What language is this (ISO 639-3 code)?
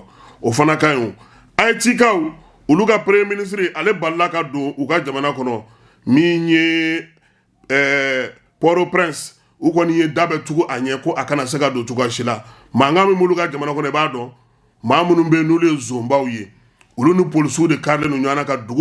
bam